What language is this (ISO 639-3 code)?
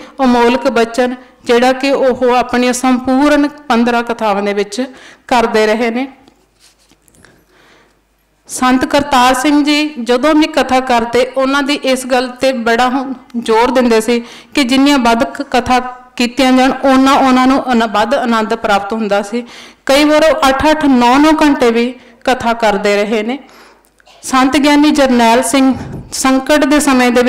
pan